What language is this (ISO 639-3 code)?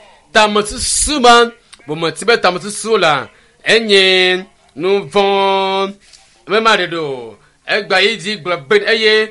ewe